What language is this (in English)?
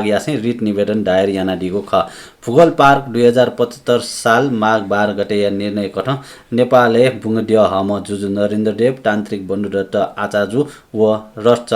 Newari